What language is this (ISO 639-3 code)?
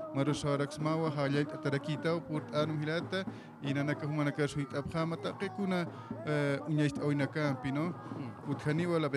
aym